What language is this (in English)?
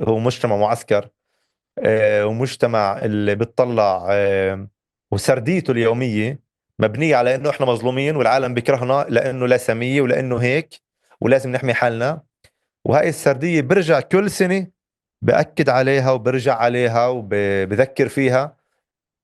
North Levantine Arabic